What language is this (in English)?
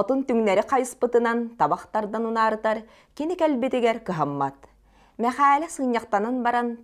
Yakut